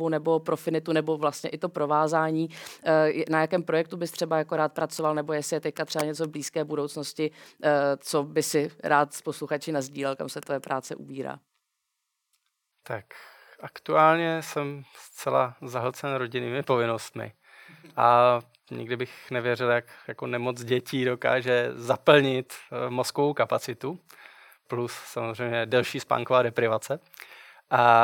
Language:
Czech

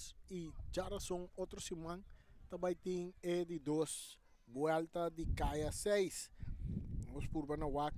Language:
Papiamento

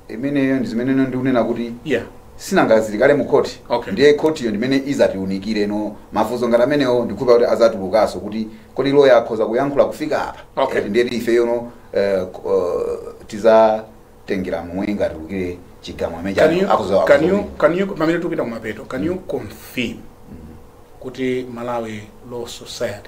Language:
Nyanja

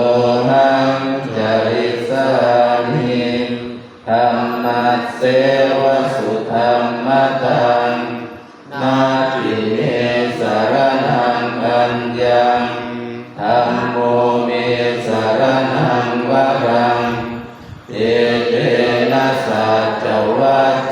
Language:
Pali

